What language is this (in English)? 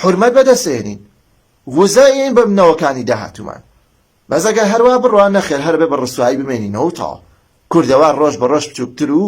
Central Kurdish